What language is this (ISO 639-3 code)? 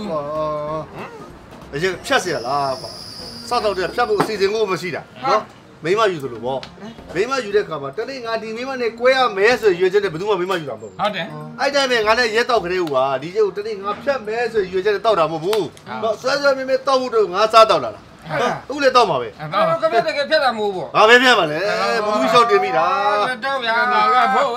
mya